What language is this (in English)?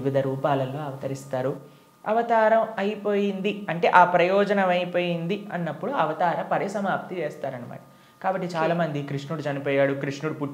Telugu